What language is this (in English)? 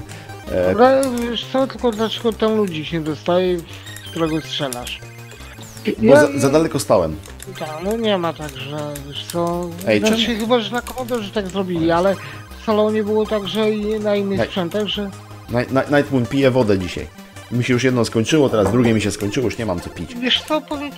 Polish